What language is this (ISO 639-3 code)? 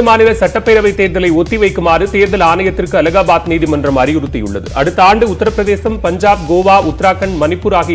tam